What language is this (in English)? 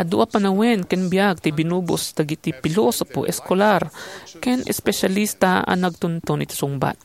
Iloko